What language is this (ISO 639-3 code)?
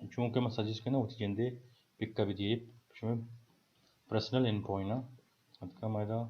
bal